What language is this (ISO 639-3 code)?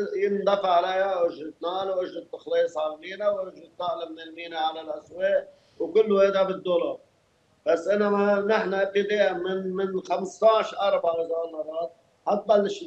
apc